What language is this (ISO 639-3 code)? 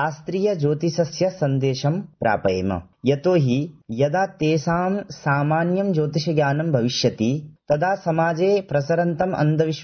san